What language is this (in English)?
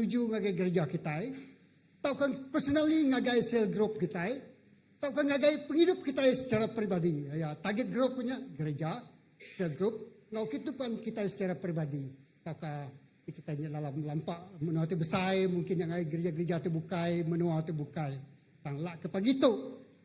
Iban